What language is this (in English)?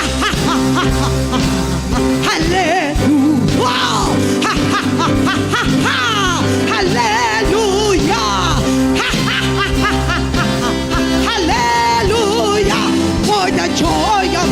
Hiligaynon